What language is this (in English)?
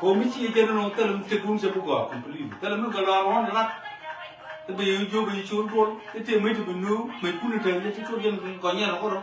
Nuer